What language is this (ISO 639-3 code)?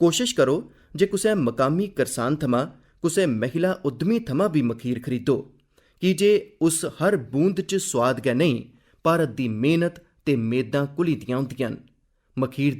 doi